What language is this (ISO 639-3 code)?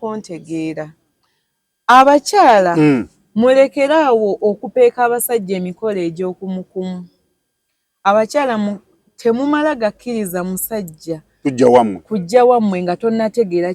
lug